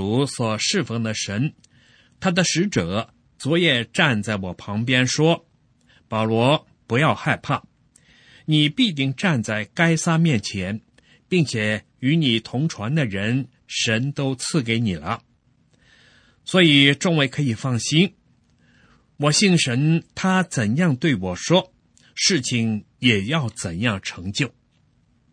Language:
Chinese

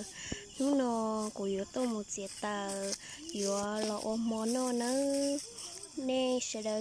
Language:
Hmong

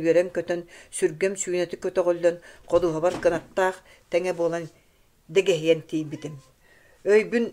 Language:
Yakut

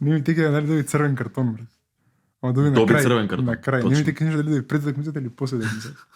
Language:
Macedonian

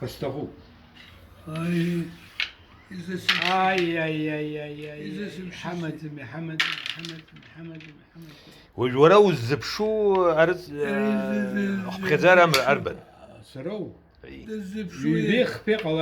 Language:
Abkhazian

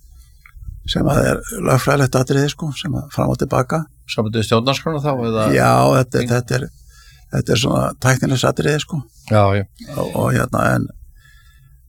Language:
Icelandic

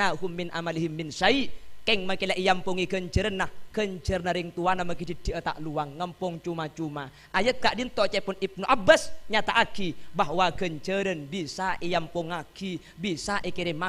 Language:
Madurese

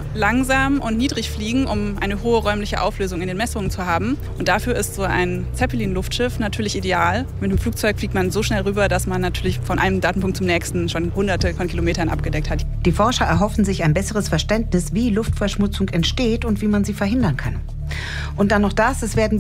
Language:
German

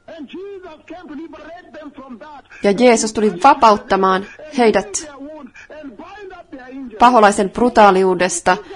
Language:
Finnish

